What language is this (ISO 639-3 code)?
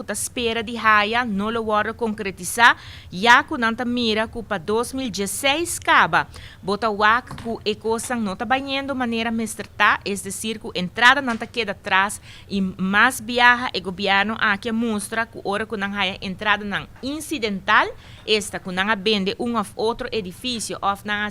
pap